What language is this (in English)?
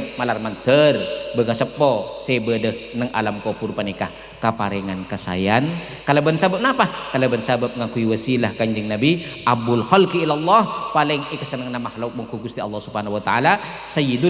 Madurese